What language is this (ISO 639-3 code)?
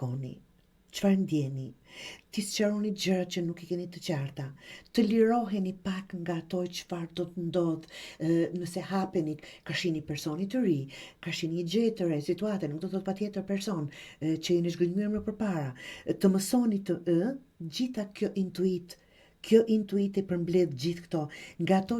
sqi